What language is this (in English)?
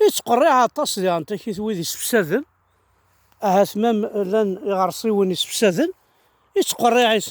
Kabyle